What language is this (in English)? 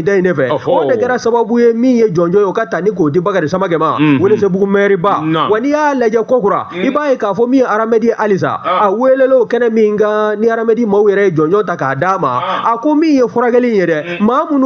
Bambara